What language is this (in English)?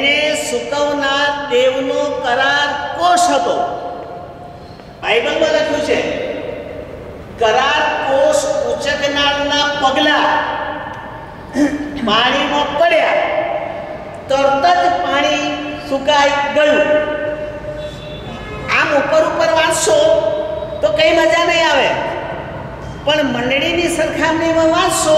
Gujarati